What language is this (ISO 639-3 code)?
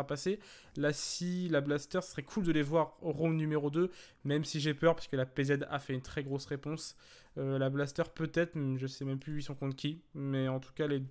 fra